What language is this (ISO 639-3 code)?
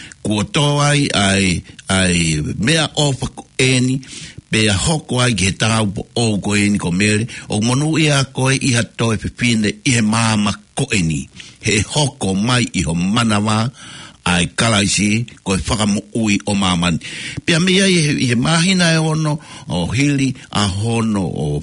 ton